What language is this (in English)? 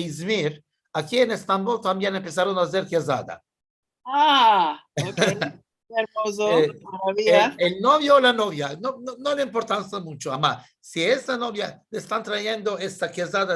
Ladino